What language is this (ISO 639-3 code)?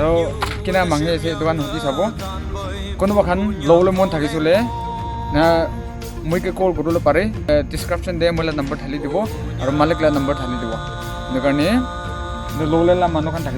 nag